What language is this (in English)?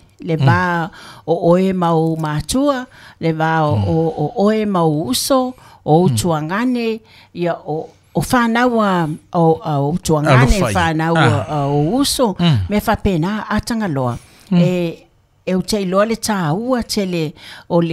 Samoan